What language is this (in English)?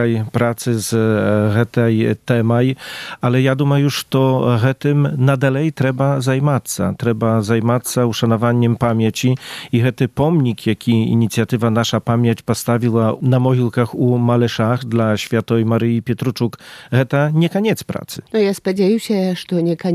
Belarusian